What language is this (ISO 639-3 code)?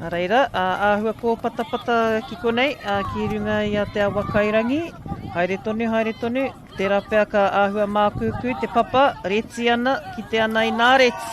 mri